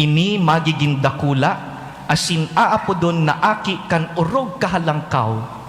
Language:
Bikol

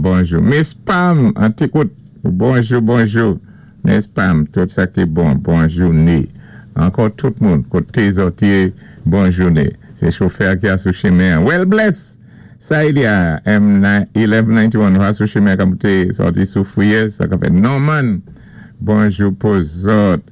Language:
Saint Lucian Creole French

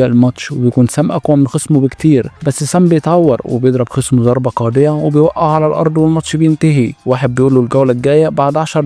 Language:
Egyptian Arabic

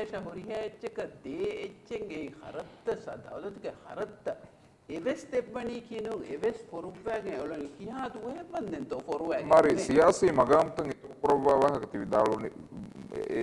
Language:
Divehi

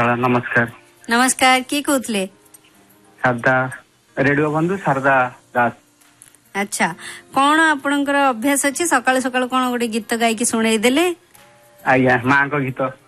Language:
Odia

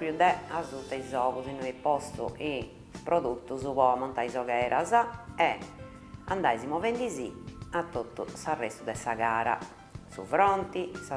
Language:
Sardinian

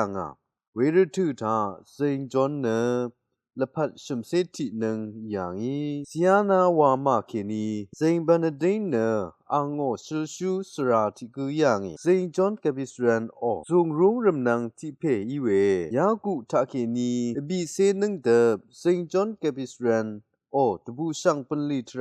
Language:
Rawang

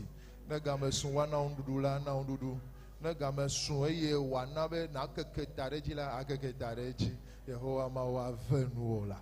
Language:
Ewe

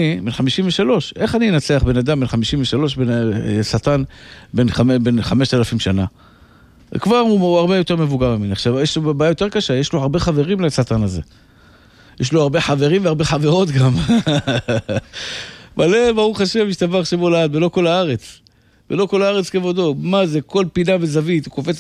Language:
Hebrew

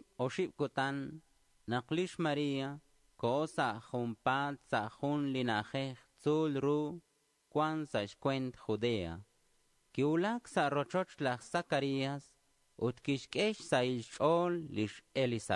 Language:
Kekchí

